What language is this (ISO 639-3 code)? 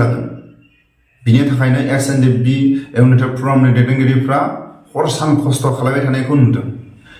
brx